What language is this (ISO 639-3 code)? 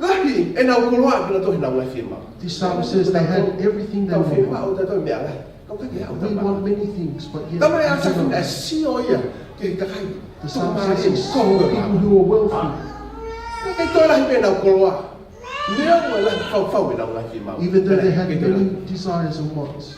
ton